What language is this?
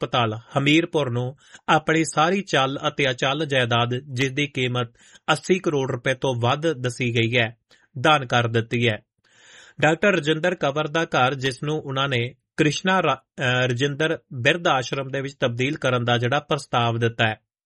Punjabi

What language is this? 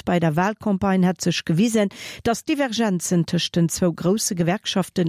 Luxembourgish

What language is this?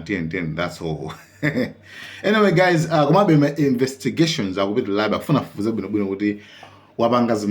Nyanja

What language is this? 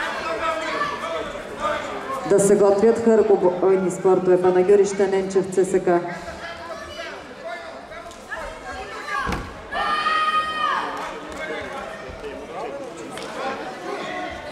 Bulgarian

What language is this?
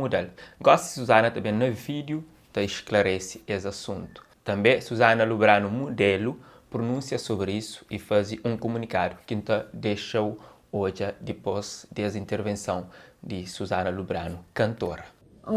Kabuverdianu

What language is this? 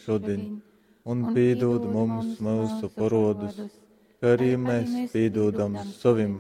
Latgalian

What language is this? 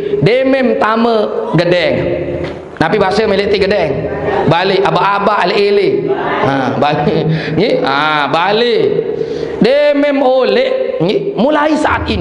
Sasak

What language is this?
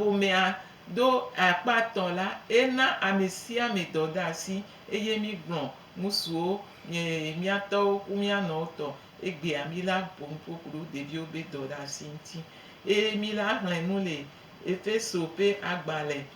Gen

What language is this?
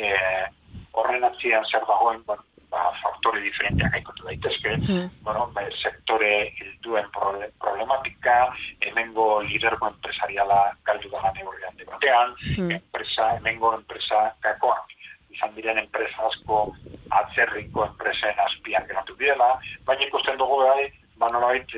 Basque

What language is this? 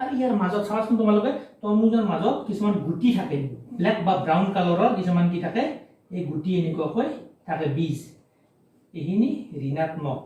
Assamese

